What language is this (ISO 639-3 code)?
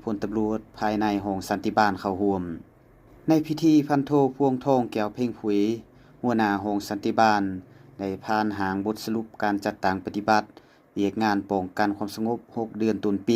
lao